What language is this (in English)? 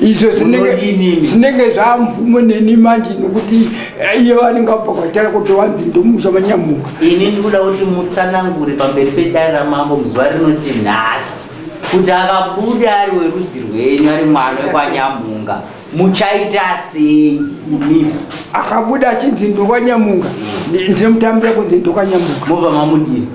Shona